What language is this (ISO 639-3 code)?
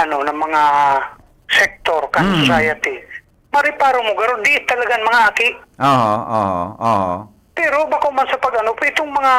bik